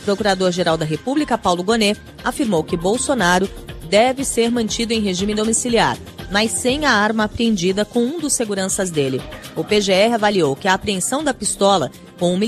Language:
Portuguese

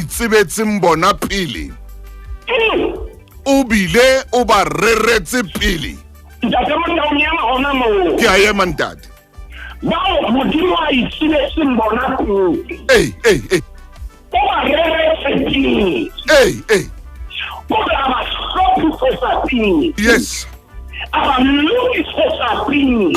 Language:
Southern Sotho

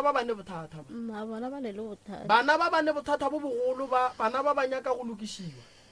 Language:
Northern Sotho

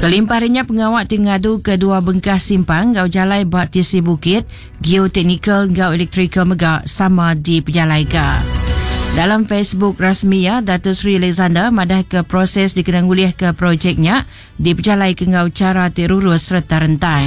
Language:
Iban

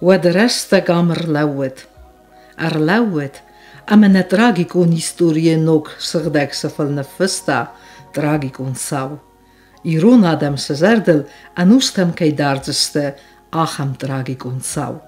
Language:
Ossetic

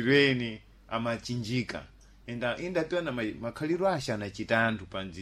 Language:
Sena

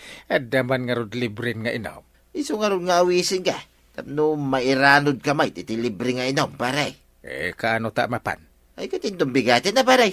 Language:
Iloko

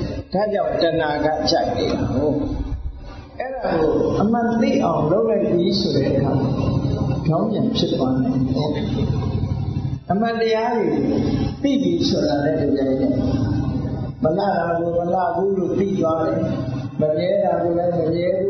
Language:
Burmese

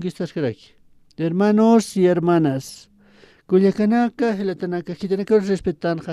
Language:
Aymara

